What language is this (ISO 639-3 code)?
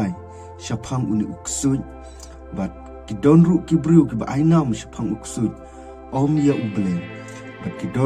kha